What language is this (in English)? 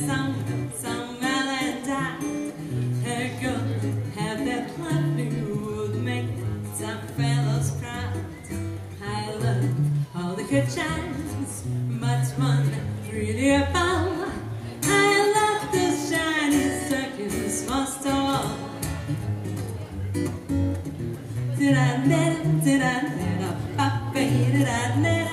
Russian